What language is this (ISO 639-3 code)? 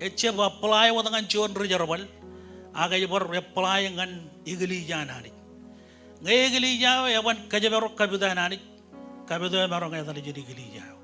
mah